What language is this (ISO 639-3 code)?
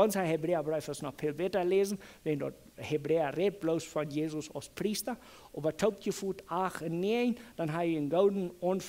pdt